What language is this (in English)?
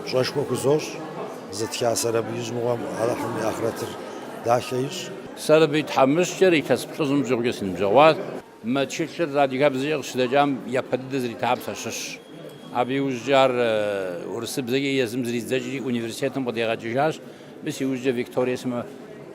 Kabardian